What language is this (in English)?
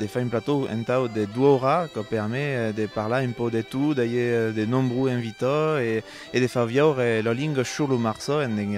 Occitan